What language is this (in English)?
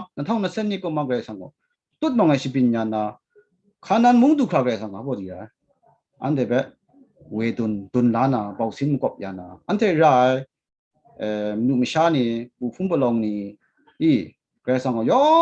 Kachin